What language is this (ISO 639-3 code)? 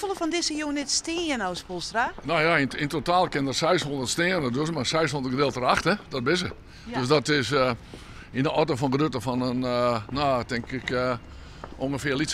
fry